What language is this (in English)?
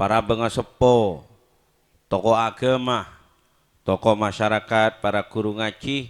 Madurese